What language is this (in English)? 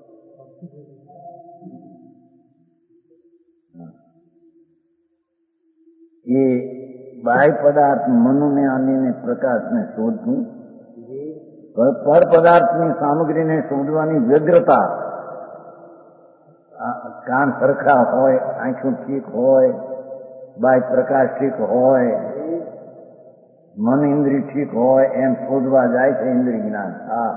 Gujarati